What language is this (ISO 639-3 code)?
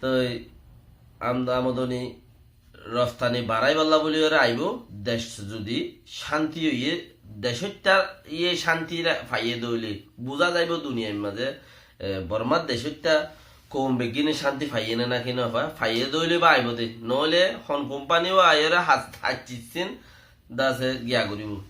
rhg